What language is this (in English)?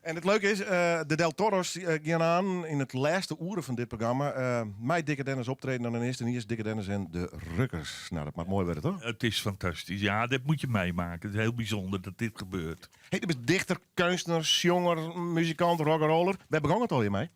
Western Frisian